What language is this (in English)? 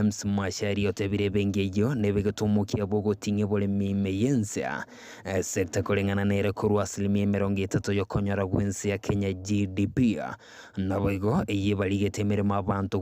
Gusii